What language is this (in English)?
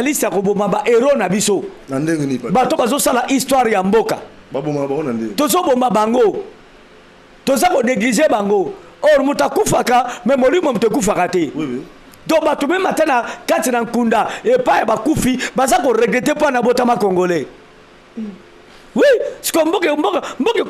Lingala